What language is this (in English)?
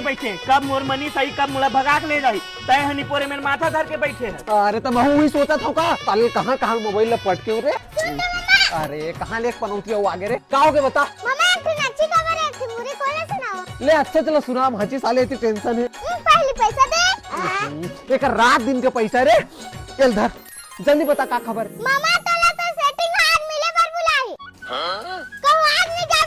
Chhattisgarhi